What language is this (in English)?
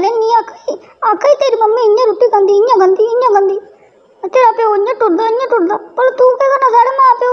Dogri